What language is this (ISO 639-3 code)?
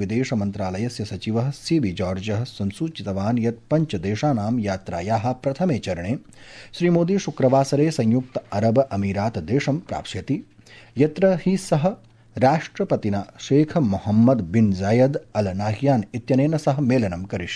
san